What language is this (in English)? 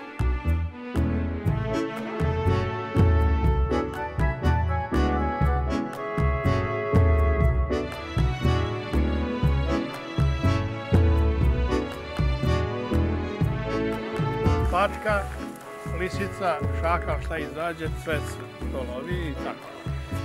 Serbian